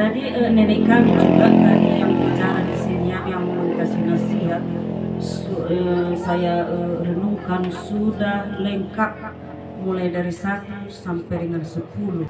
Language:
Nias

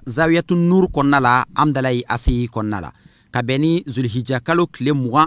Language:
Bambara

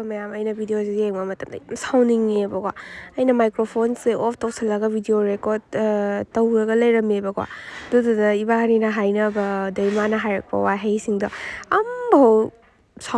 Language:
Manipuri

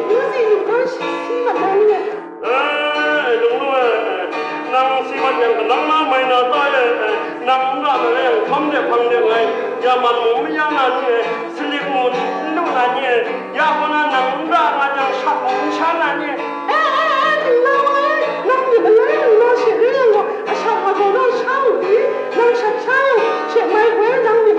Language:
Kachin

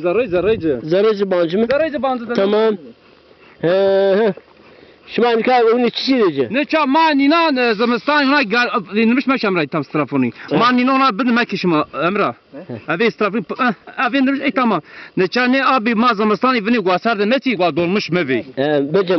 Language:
Zaza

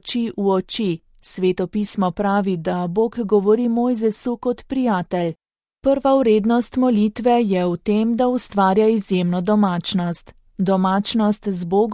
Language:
Slovenian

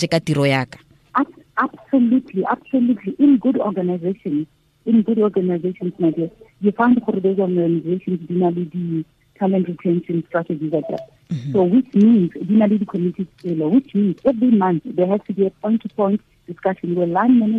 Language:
Tswana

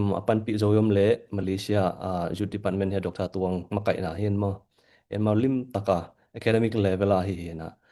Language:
Tedim Chin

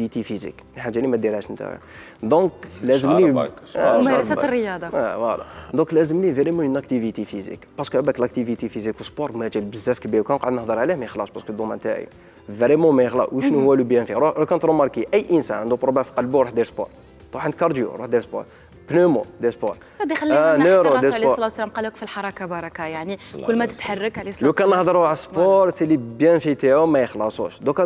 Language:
Algerian Arabic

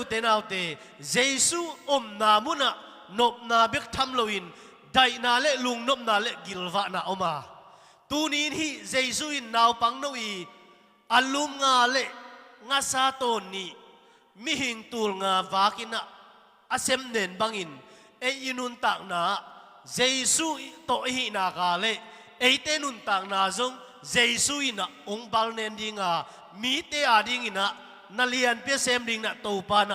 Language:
Tedim Chin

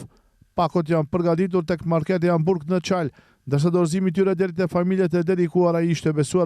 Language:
Albanian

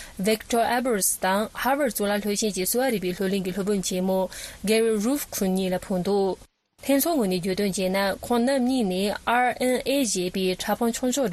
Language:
Tibetan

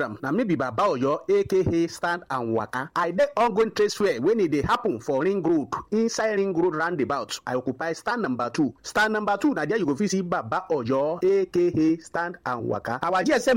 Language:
Nigerian Pidgin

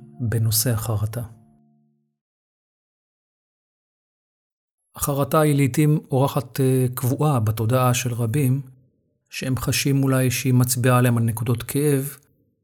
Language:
Hebrew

